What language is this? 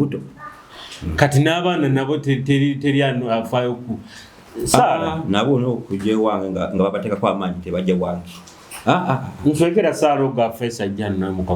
Nyoro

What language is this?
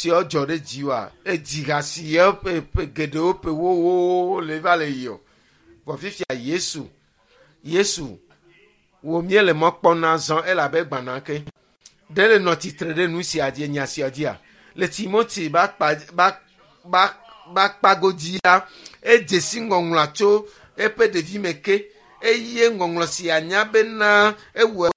Ewe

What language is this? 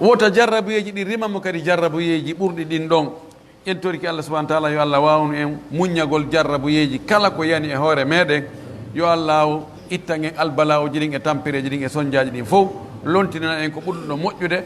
Pular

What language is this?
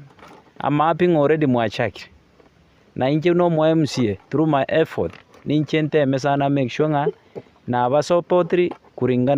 Gusii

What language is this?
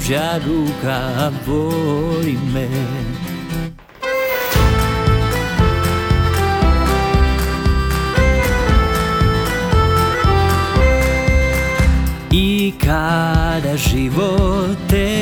Croatian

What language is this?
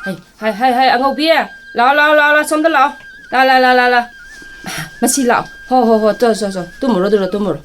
Manipuri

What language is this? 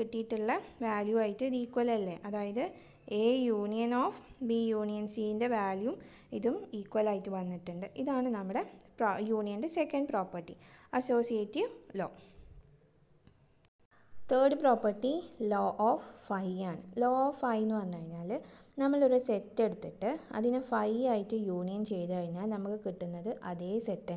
Malayalam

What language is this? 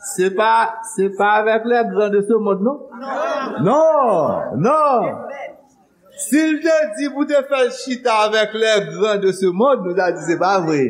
Haitian Creole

